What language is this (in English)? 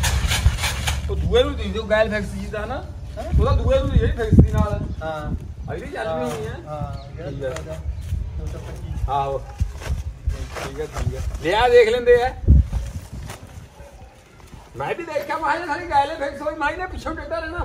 Punjabi